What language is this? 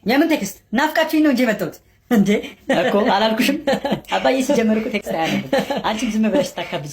Amharic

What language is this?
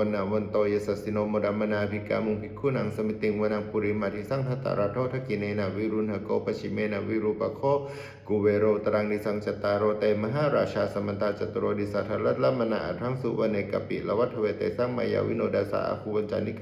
Pali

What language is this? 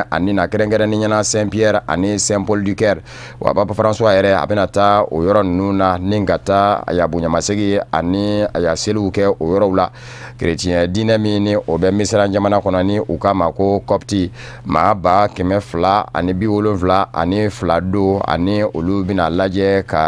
Bambara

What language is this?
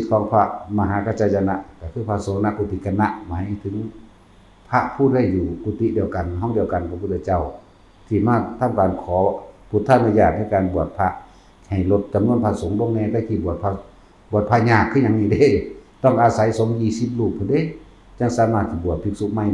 Northeastern Thai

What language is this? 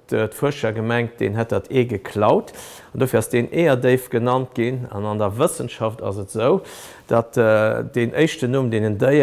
Luxembourgish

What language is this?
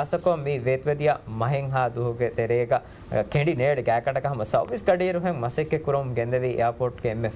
Divehi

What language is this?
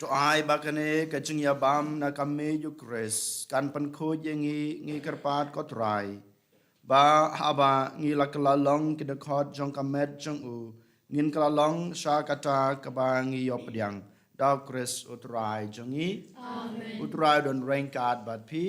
Khasi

